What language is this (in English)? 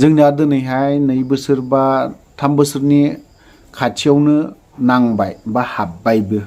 Bodo